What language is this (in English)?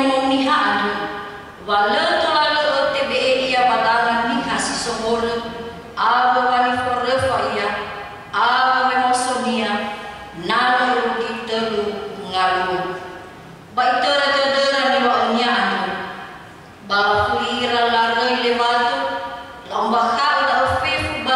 Nias